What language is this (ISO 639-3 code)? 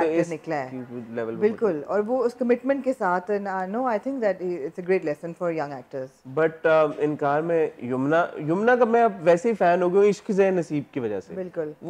hin